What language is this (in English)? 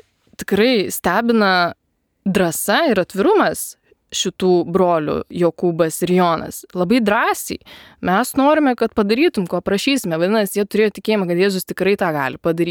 Lithuanian